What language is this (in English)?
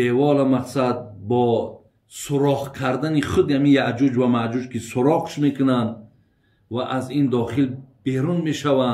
Tajik